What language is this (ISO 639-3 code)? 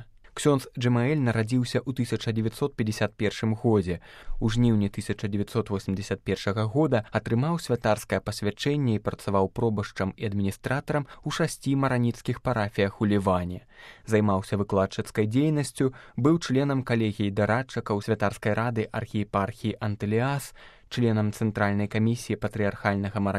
bel